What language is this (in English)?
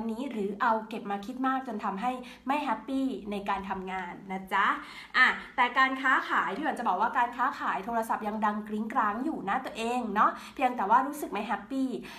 Thai